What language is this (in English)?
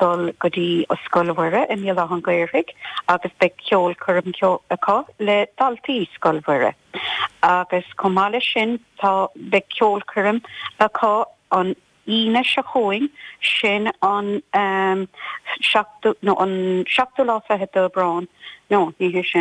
Irish